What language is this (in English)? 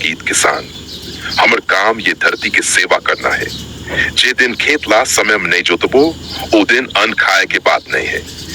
Chhattisgarhi